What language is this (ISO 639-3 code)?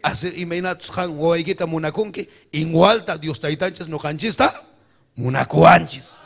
quy